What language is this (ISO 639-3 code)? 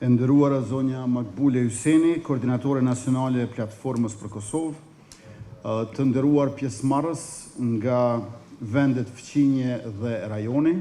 sqi